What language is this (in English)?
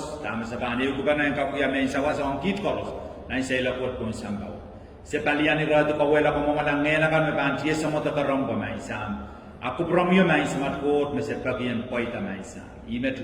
Pohnpeian